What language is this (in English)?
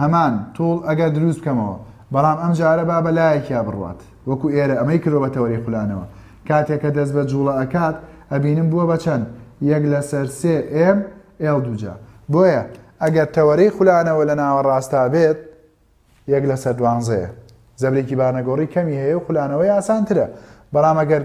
Central Kurdish